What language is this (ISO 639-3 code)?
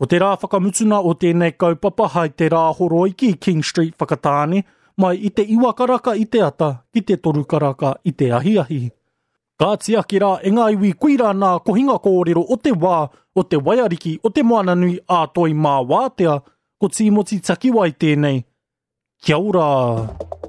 mri